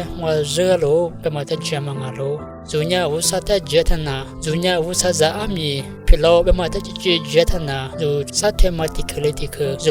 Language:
Lisu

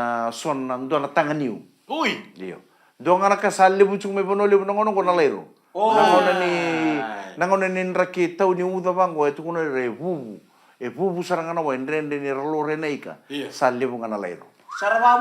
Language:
Fijian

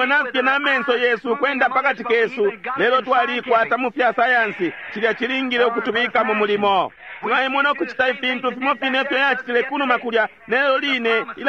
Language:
Bemba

